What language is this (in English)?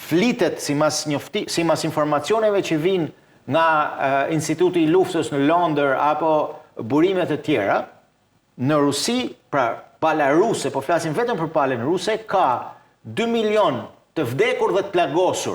Albanian